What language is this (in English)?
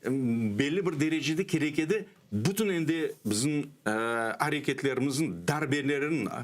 Crimean Tatar